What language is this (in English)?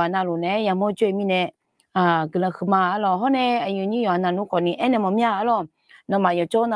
Akha